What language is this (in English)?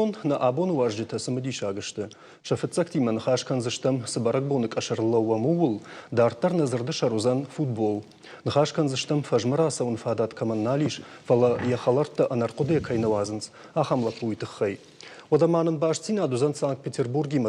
Ossetic